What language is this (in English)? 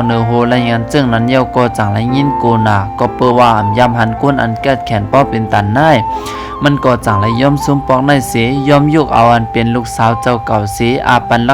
Shan